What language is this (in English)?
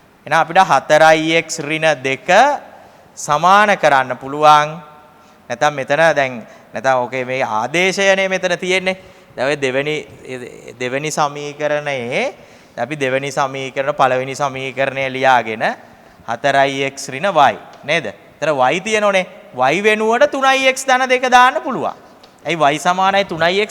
Sinhala